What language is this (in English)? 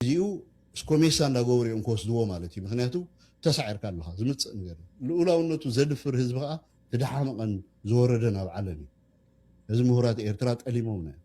Tigrinya